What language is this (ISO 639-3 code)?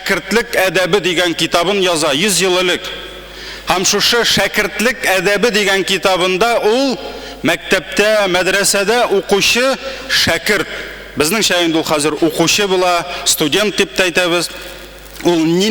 tat